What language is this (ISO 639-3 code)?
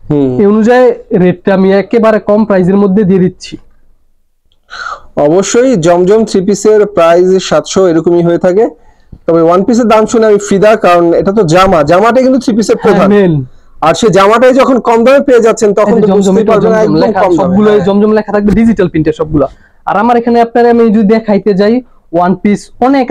ben